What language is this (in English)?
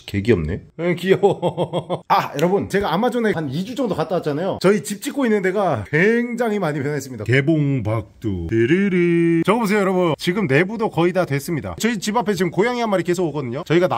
Korean